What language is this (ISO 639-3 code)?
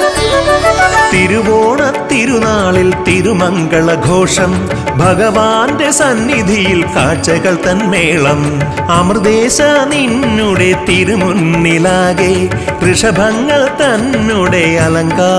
mal